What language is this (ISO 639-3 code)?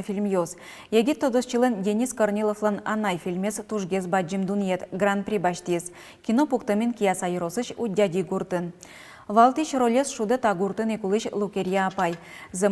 udm